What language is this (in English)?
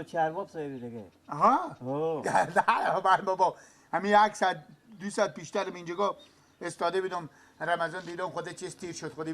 Persian